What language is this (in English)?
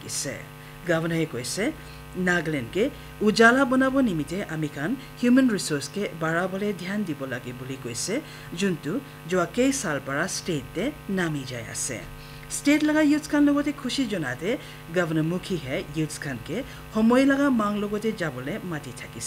Naga Pidgin